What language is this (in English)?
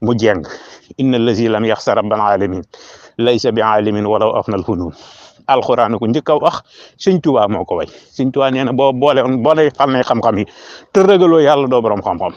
Wolof